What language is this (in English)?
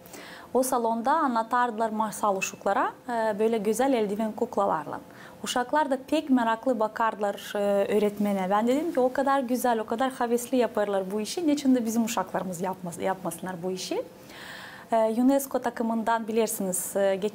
Gagauz